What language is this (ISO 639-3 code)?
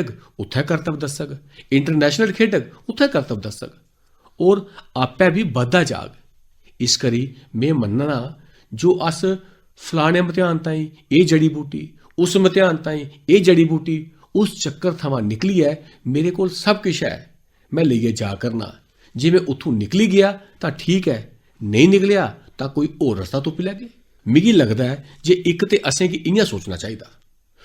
doi